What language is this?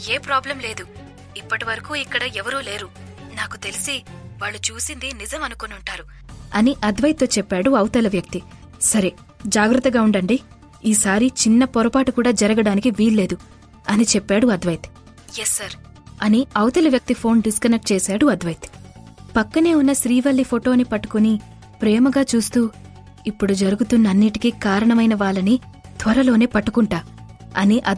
Telugu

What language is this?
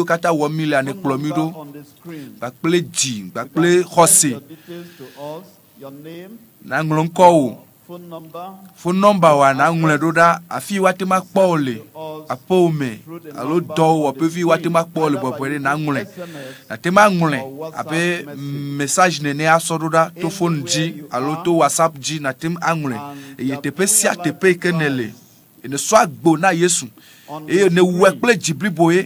Ewe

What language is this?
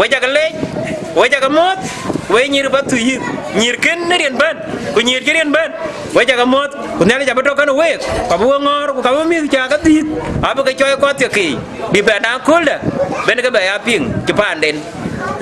Dinka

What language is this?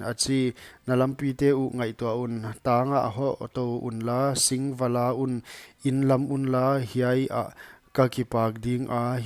Paite Chin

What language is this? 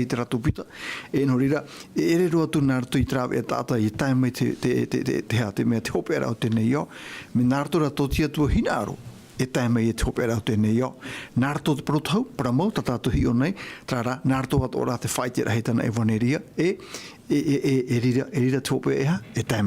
Tahitian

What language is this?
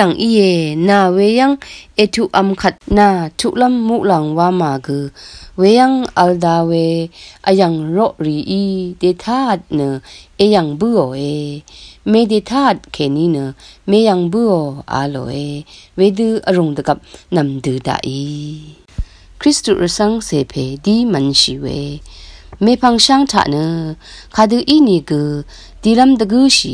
Rawang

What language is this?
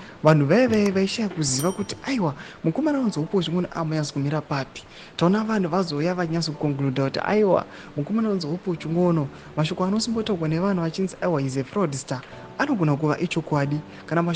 Shona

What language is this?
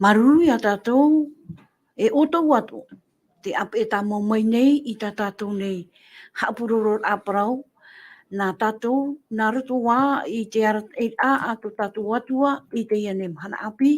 Tahitian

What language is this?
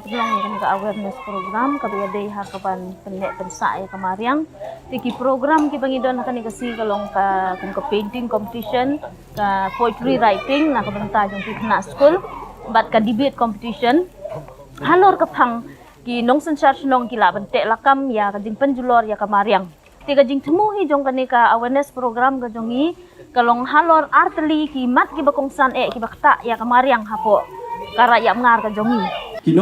Khasi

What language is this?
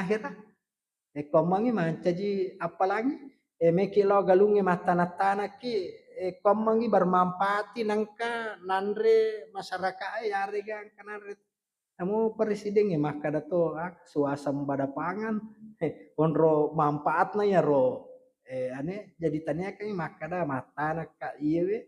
Buginese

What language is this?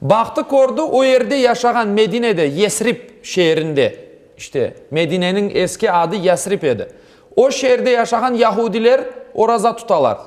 Crimean Tatar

